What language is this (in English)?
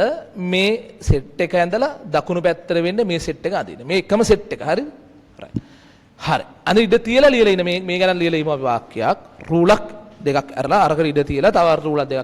Sinhala